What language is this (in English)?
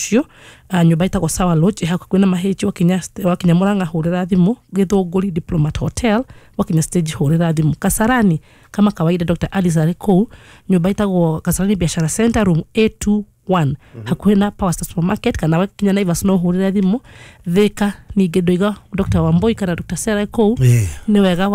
Kikuyu